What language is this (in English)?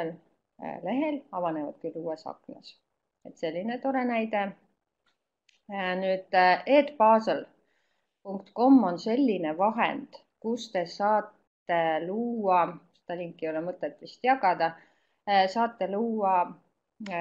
Estonian